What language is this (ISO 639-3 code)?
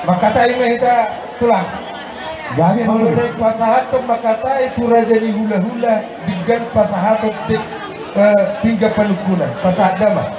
bbc